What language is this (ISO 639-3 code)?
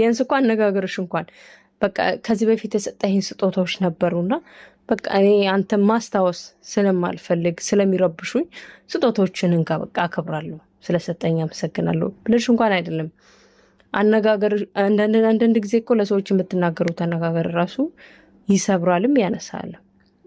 amh